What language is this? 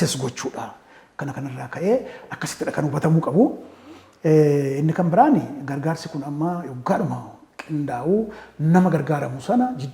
Oromo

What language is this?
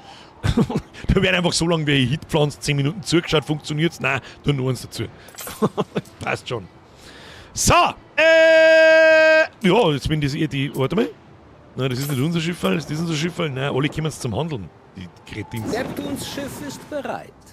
Bavarian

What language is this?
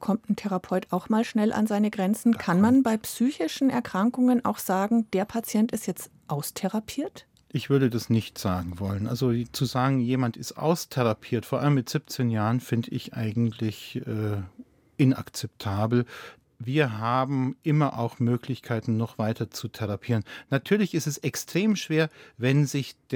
German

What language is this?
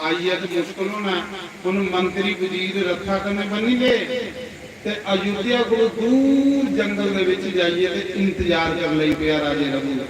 Dogri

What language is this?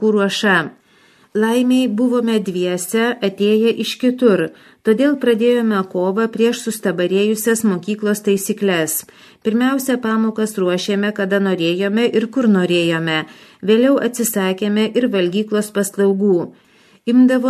Lithuanian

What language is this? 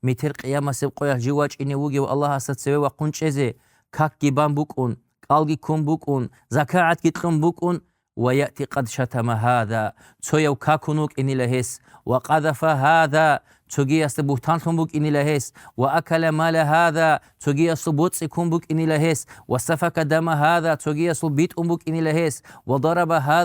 Avaric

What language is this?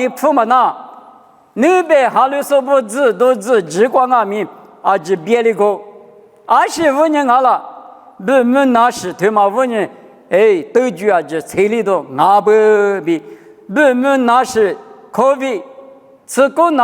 Lisu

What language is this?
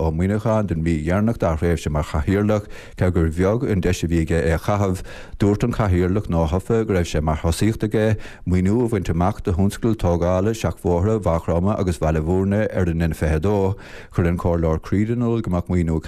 Irish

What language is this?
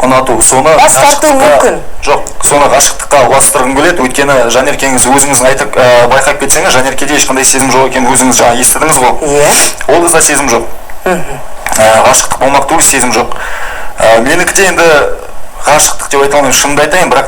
Kazakh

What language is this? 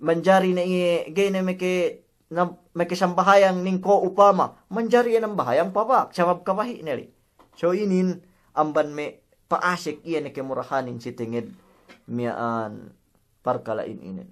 Yakan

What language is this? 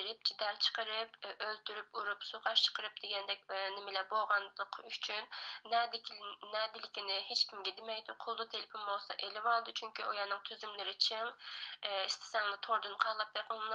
Uyghur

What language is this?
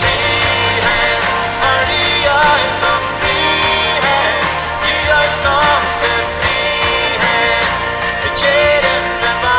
Plautdietsch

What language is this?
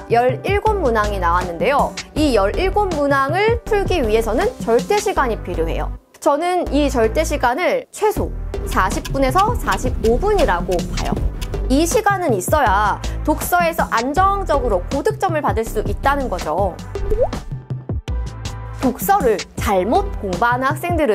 Korean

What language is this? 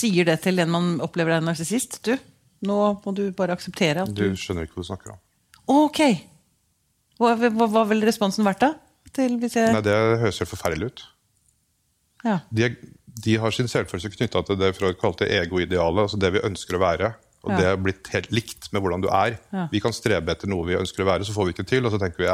Norwegian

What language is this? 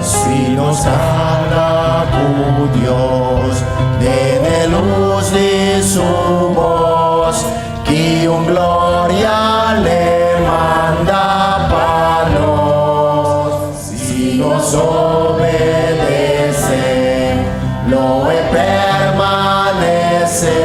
Papiamento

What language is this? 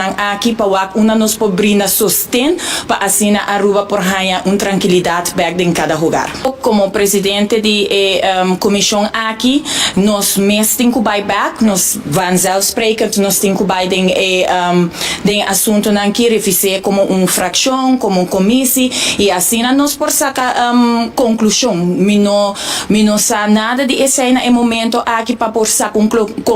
Papiamento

